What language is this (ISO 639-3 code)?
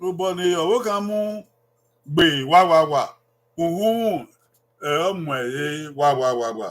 bin